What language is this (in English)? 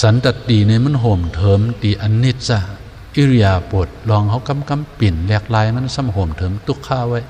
Shan